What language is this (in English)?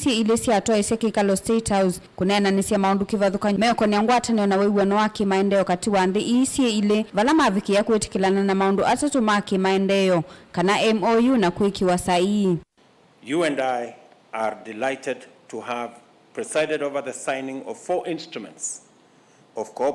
Kamba